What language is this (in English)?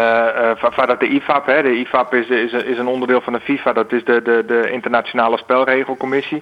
Western Frisian